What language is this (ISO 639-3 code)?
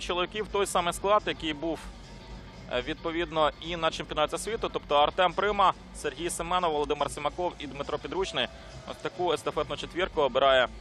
ukr